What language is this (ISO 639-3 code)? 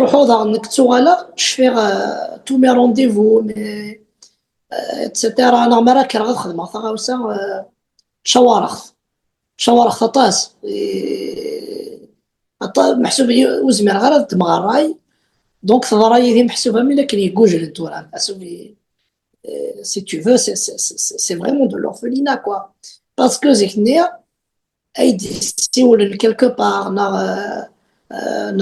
kab